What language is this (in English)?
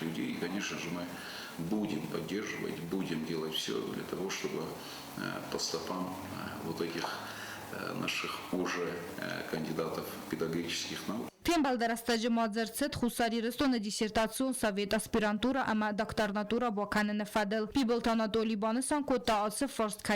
Ossetic